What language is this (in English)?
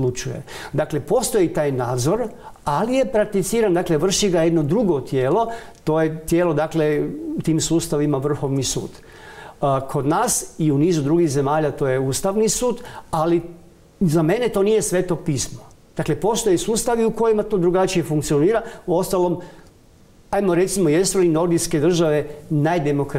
Croatian